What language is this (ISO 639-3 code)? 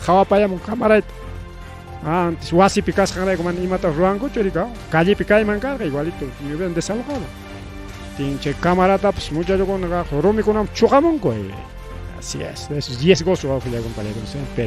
quy